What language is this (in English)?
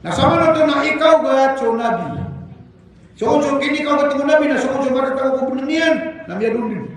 Maranao